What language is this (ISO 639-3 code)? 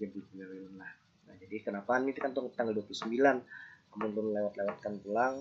bjn